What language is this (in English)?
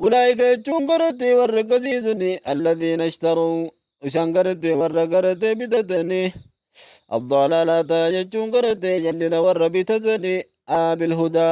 Oromo